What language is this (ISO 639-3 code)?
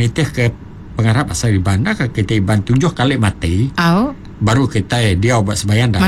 iba